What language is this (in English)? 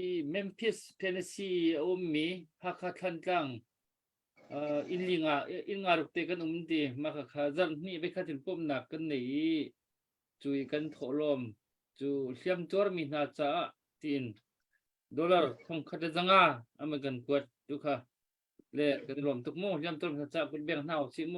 Hakha Chin